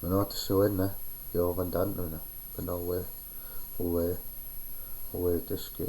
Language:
Chippewa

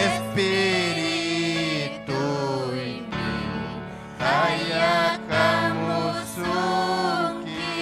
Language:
Ayacucho Quechua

